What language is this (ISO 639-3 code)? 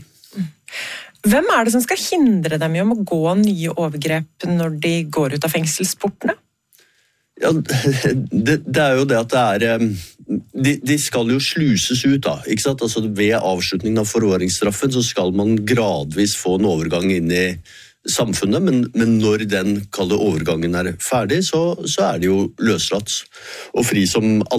nor